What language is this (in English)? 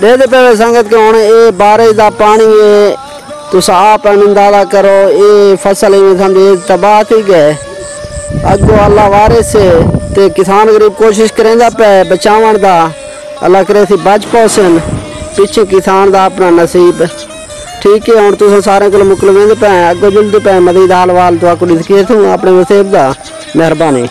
Saraiki